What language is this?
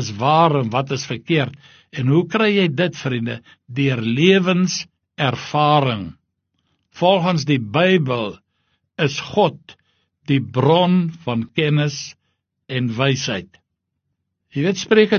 Afrikaans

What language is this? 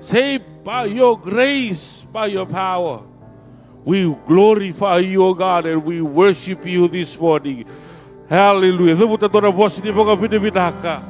Fijian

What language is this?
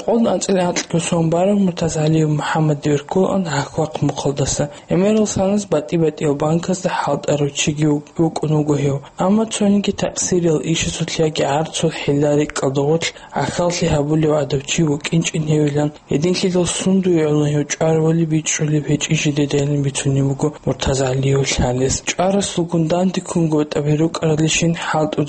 Avaric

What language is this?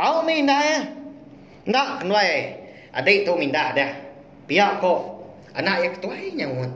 Iban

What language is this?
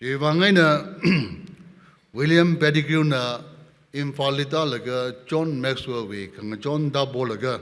Tangkhul Naga (India)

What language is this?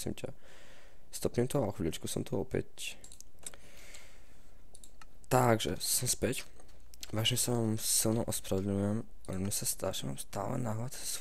Slovak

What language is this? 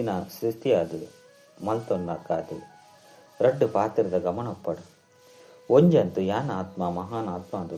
Tulu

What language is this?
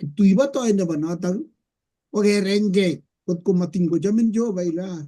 Kalenjin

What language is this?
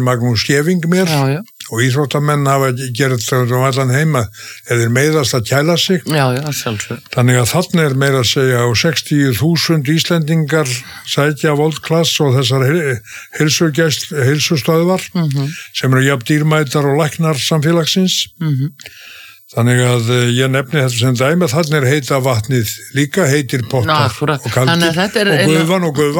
Icelandic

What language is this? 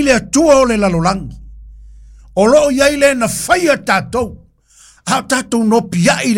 Samoan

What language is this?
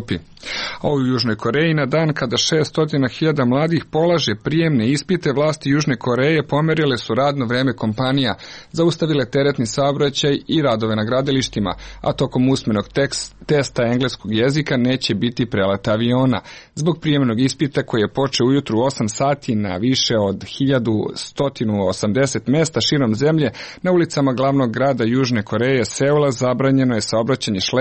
Serbian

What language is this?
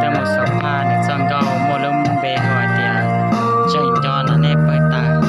Hmong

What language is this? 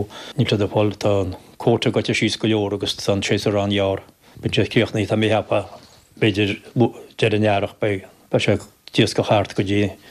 Irish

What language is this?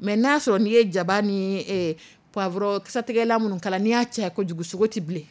Dyula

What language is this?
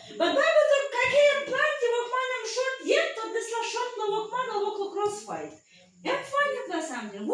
Tok Pisin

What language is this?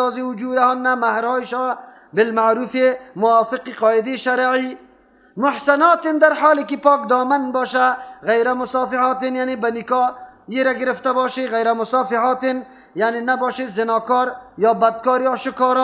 Persian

